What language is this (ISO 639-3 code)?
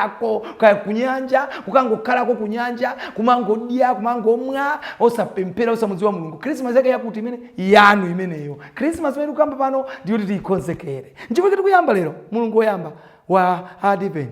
nya